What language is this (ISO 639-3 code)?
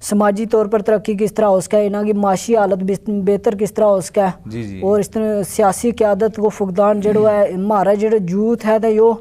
gju